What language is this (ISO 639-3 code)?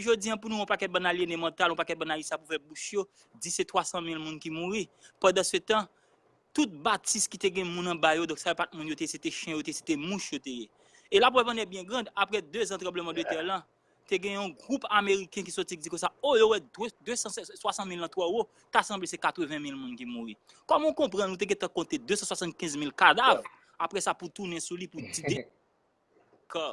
hat